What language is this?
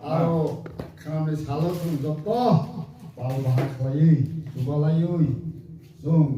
Kok Borok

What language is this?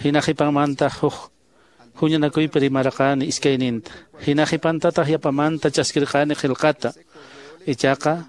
Quechua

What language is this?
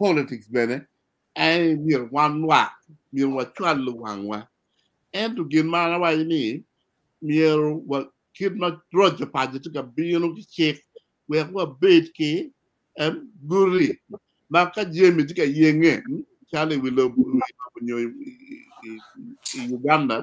Acoli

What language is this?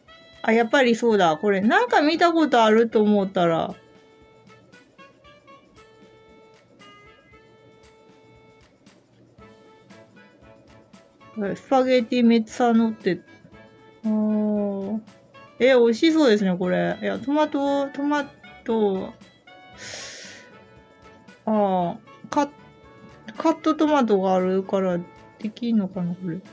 Japanese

